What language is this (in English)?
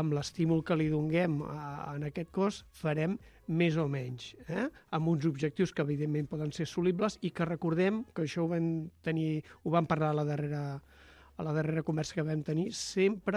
Catalan